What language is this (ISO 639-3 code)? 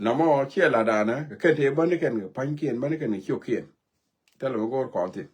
nus